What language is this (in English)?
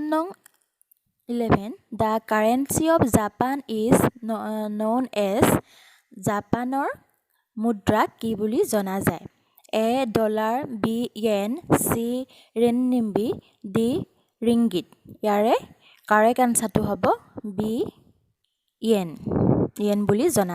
Assamese